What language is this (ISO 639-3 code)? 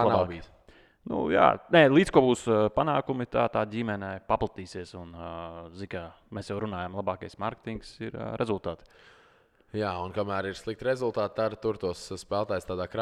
lav